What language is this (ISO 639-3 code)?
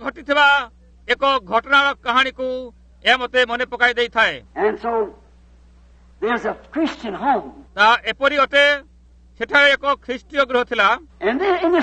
ori